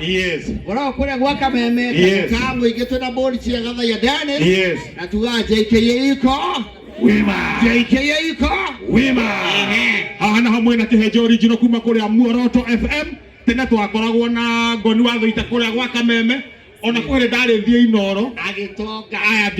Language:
Kikuyu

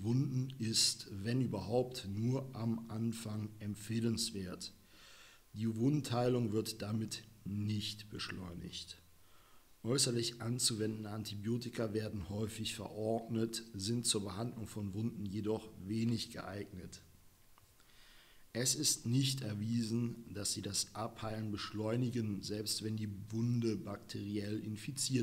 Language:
German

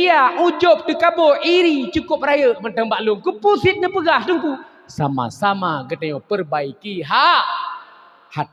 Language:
Achinese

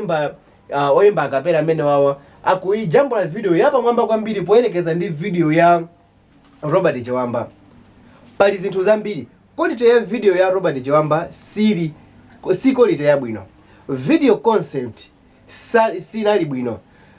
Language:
Nyanja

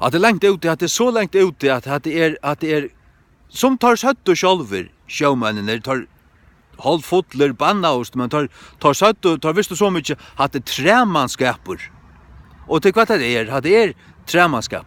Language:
Faroese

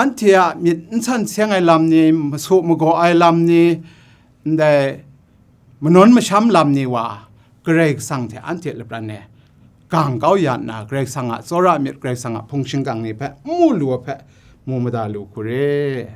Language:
Kachin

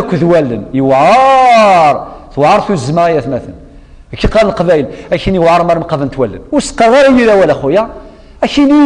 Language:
Kabyle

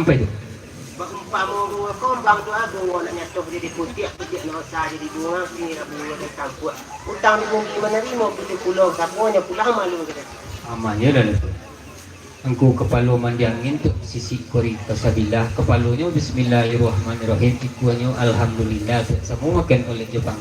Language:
Minangkabau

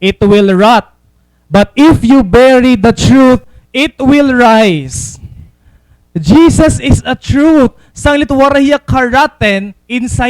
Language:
Waray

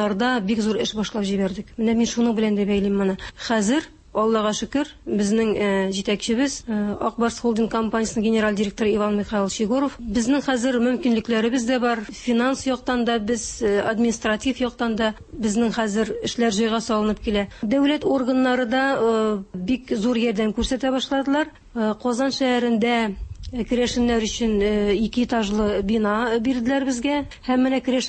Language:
Tatar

